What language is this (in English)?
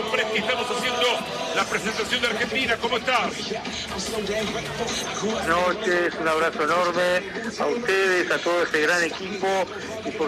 Spanish